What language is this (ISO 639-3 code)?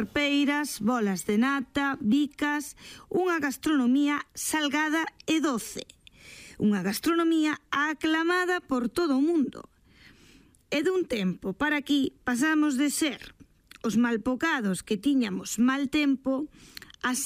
glg